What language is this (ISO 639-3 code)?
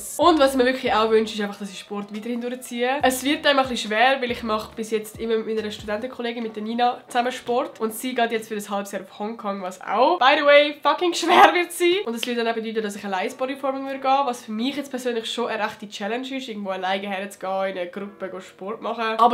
gsw